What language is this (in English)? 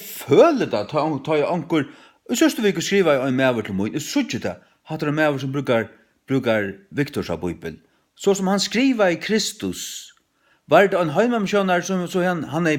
Faroese